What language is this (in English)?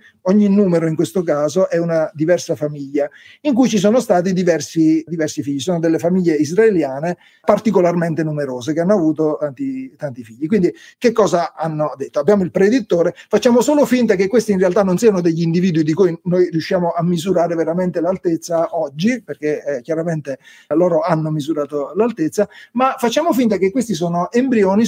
Italian